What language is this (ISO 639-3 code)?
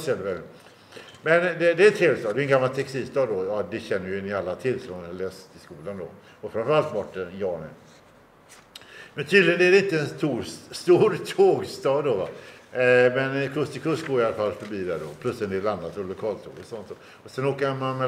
swe